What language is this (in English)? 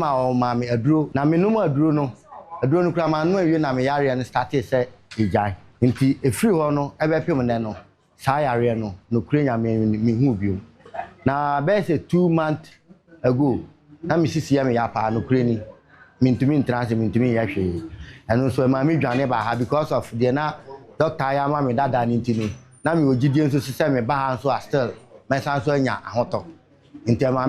Akan